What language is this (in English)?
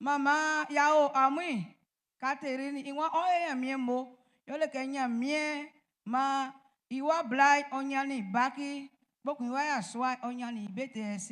Baoulé